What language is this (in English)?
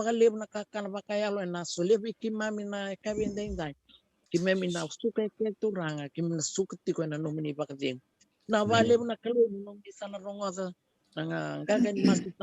Fijian